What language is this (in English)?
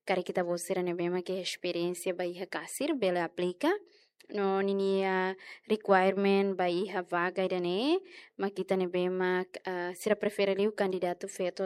Tetum